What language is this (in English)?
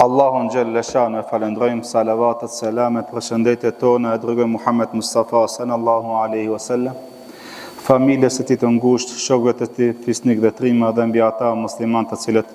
Albanian